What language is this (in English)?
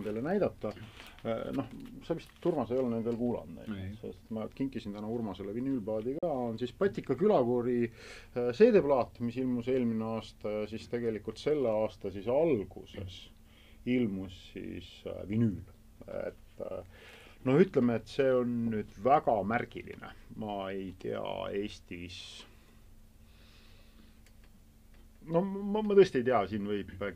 Estonian